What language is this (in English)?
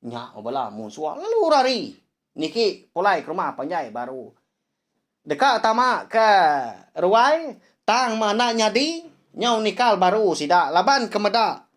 Iban